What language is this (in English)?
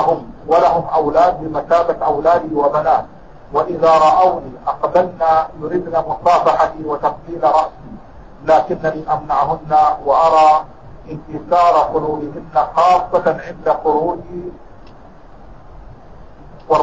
Arabic